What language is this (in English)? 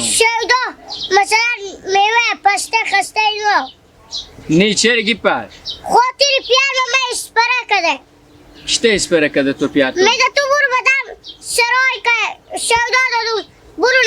Hazaragi